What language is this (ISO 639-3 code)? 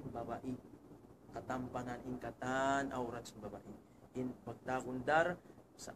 tsg